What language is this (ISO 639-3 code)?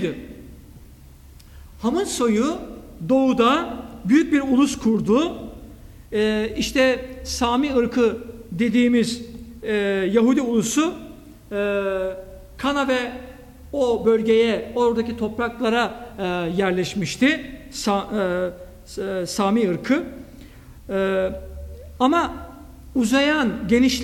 tur